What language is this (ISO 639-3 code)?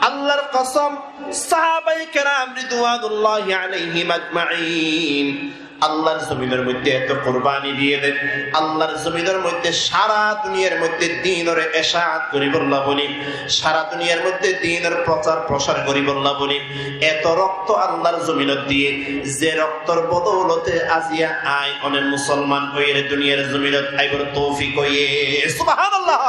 rhg